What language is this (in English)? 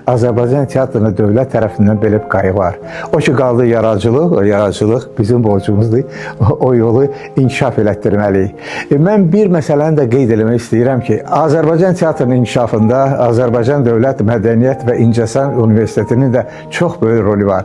Azerbaijani